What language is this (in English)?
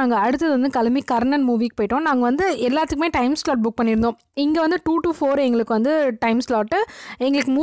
Tamil